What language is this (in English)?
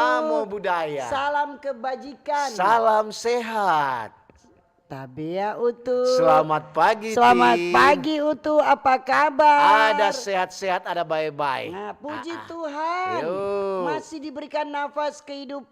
Manado Malay